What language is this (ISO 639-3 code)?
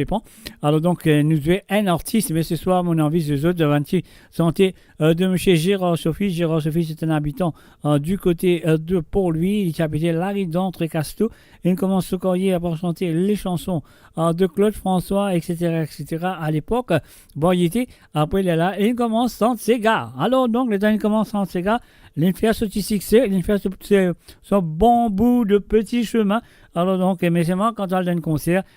mfe